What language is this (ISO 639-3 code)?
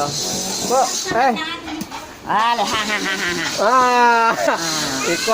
min